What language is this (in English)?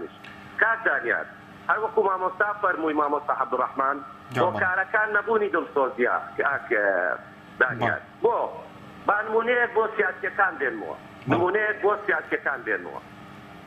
Central Kurdish